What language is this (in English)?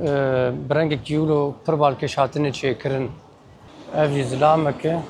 Kurdish